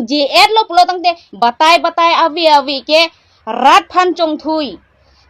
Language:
Karbi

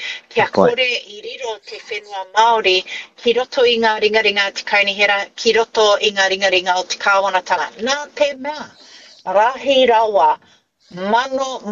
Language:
Māori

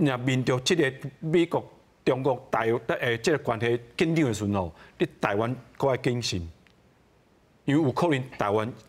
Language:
Min Nan Chinese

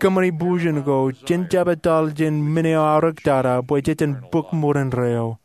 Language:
Marshallese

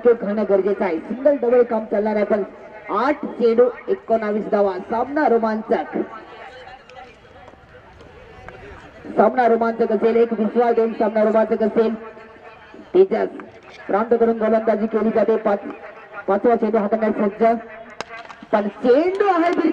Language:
Marathi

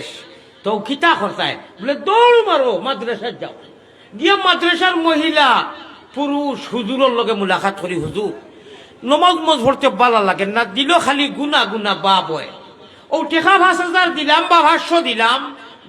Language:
Sylheti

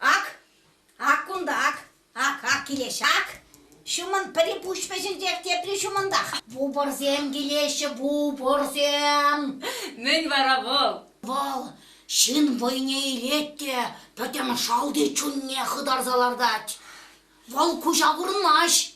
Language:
Chuvash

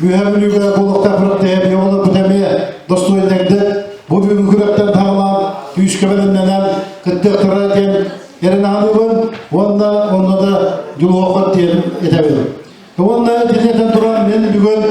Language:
Yakut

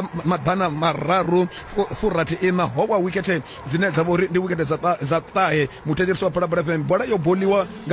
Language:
Venda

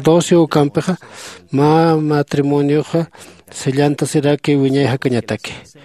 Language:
Aymara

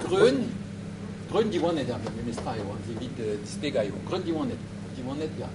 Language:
Breton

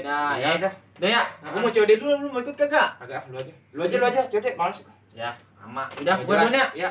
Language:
Betawi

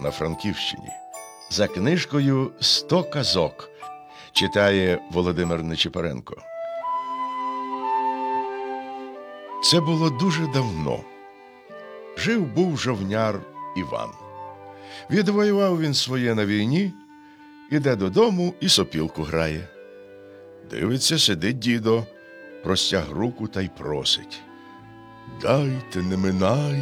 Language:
Ukrainian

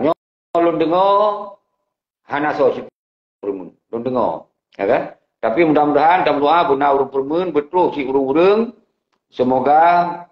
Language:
Achinese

